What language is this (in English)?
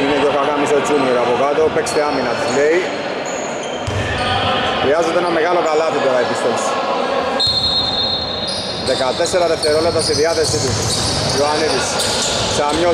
Greek